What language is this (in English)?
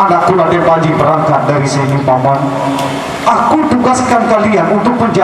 Sasak